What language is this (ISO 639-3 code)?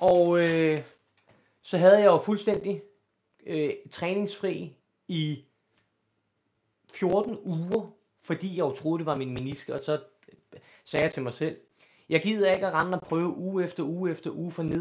dan